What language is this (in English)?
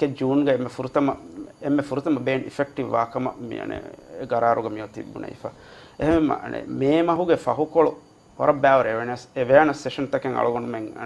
Divehi